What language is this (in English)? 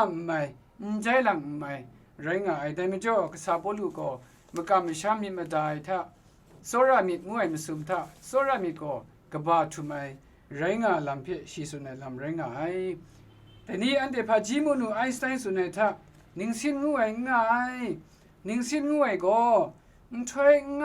Kachin